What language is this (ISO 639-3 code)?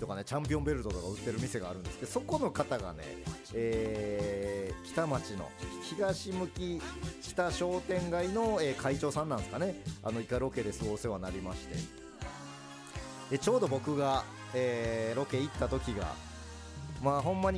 jpn